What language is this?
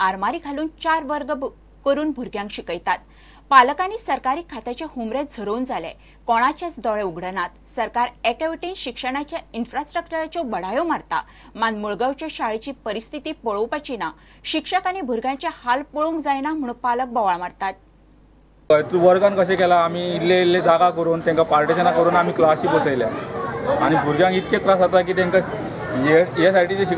Konkani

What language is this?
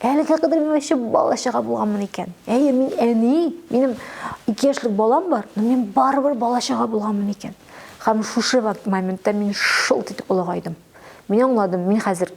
Tatar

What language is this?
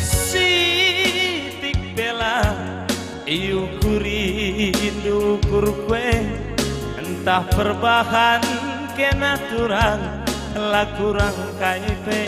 Batak Karo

